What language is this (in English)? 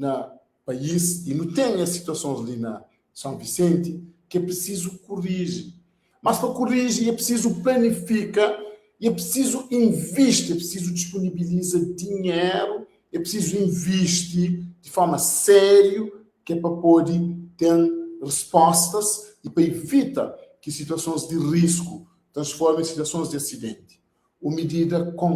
Kabuverdianu